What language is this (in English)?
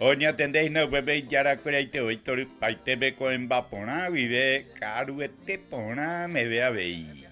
Guarani